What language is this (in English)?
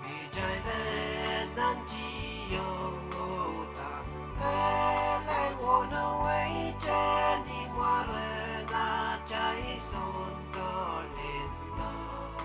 Pohnpeian